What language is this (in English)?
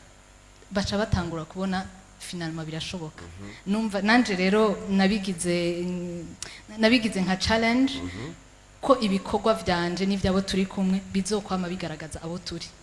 Rundi